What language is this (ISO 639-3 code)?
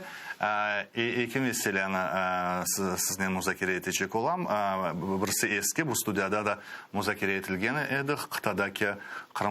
crh